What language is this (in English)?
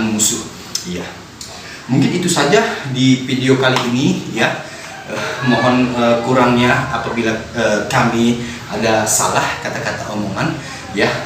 Betawi